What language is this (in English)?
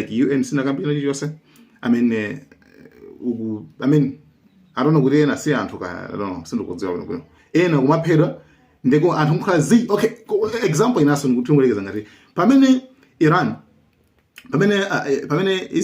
Nyanja